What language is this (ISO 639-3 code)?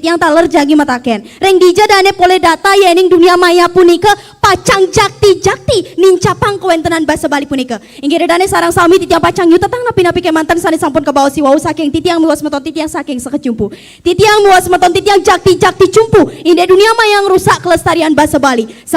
ban